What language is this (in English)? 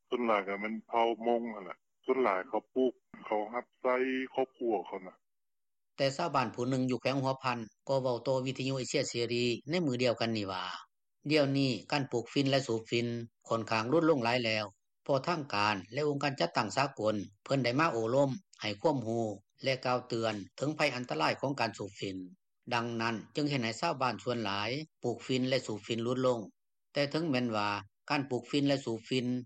Lao